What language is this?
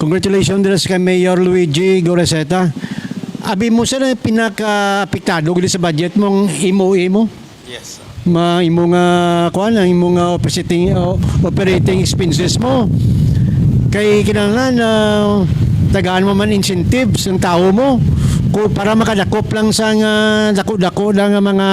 Hiligaynon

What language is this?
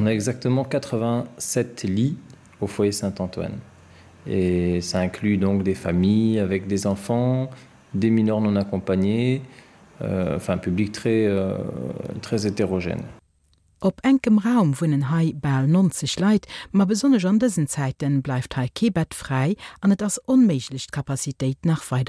Luxembourgish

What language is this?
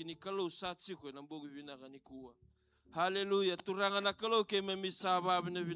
Fijian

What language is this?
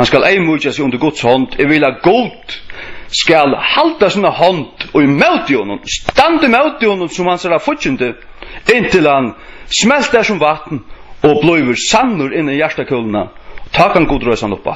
Faroese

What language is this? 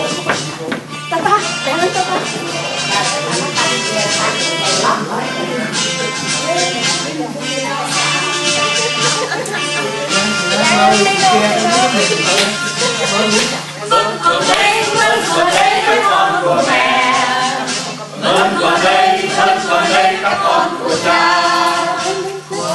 Vietnamese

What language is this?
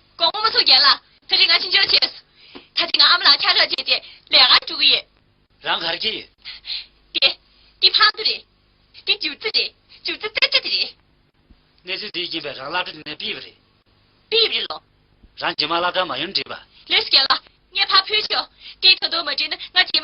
Tibetan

